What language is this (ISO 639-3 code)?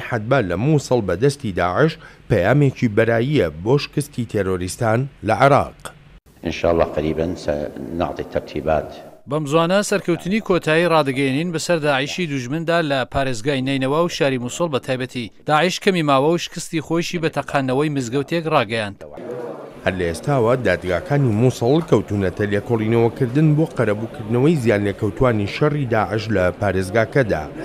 ckb